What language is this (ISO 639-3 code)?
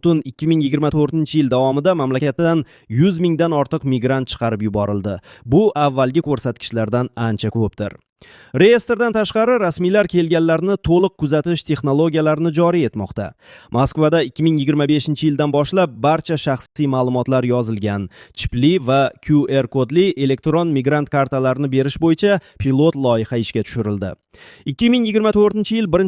uzb